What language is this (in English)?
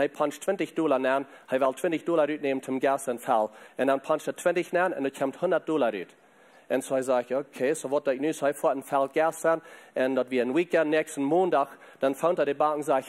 Plautdietsch